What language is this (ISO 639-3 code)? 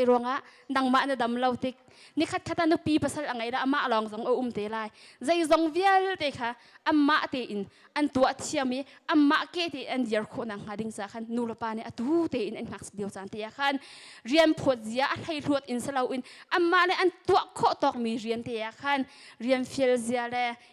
cnh